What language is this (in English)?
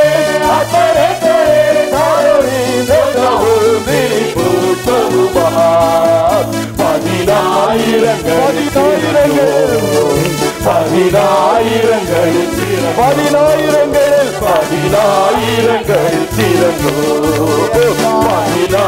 Tamil